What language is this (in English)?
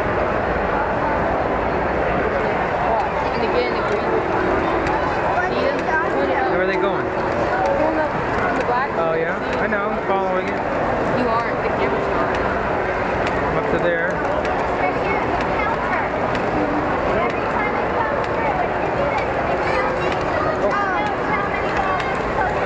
English